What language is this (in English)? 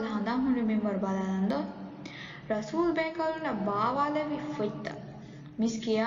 Divehi